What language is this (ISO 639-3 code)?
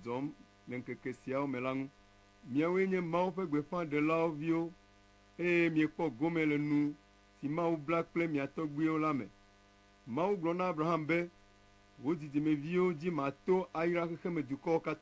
ewe